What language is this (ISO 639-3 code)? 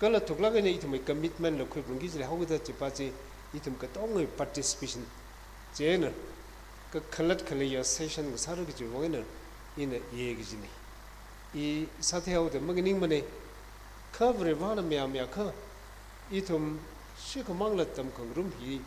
nmf